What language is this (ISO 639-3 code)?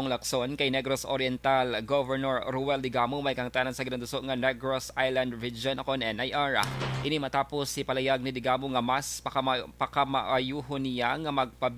hil